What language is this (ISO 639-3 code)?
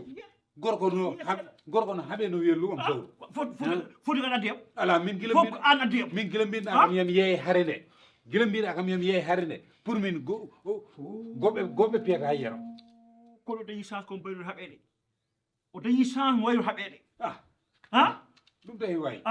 ful